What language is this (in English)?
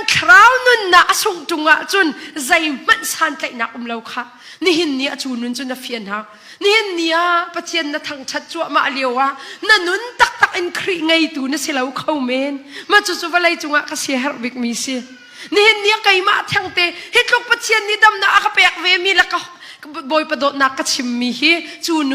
Hakha Chin